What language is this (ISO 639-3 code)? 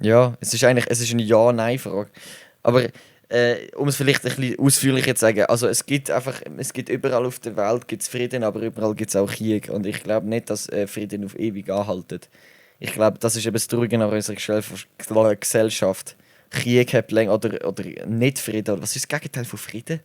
gsw